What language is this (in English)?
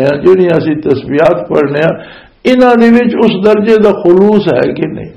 Western Panjabi